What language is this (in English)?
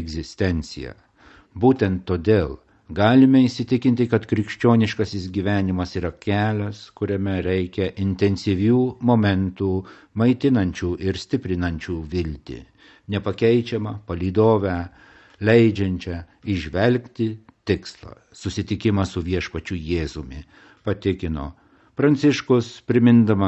Lithuanian